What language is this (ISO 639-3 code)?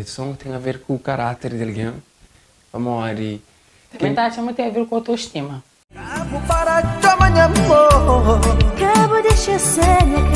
kea